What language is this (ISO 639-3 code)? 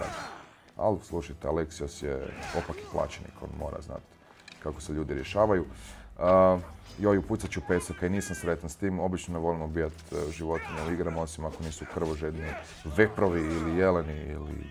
hrv